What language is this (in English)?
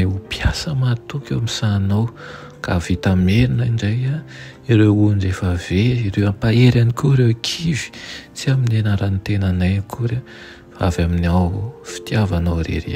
Malagasy